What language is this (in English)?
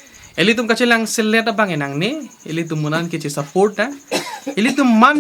Karbi